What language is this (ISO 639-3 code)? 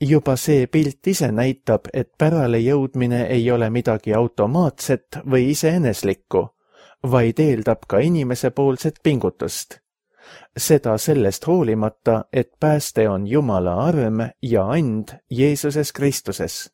est